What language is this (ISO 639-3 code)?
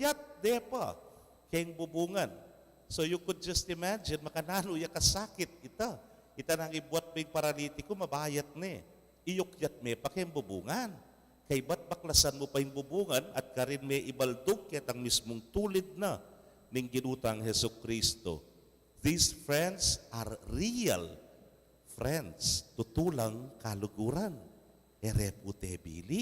pam